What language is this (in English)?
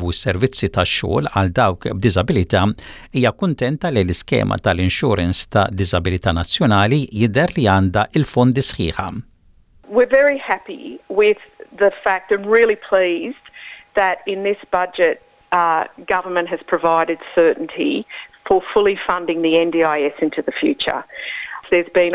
Maltese